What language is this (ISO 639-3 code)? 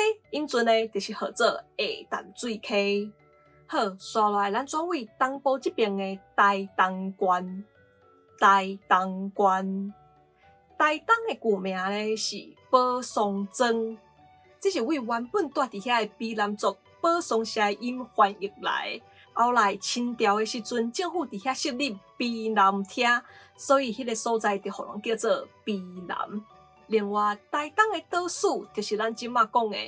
nan